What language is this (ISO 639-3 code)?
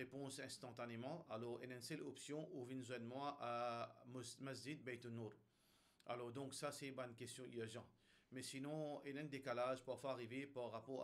mfe